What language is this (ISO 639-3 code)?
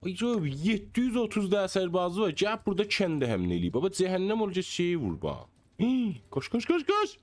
azb